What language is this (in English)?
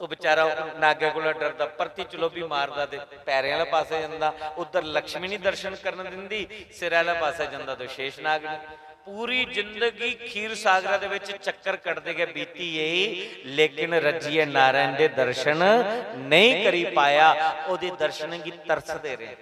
Dogri